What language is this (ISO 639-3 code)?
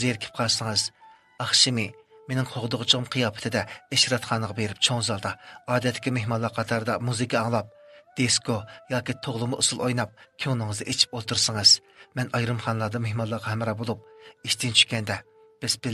uig